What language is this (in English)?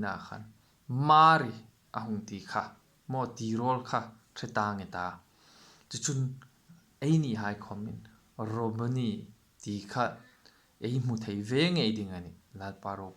Hmar